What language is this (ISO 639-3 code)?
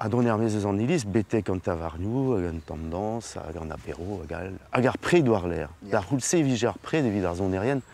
bre